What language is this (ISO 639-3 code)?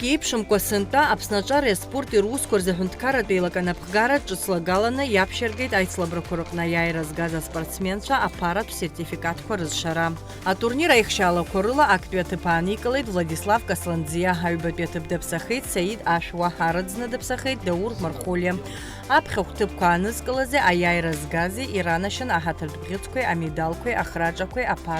abk